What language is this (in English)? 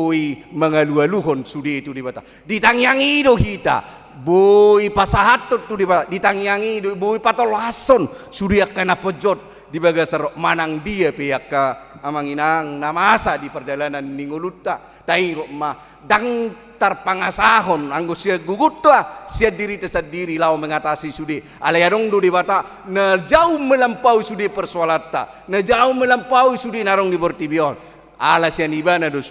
Batak Toba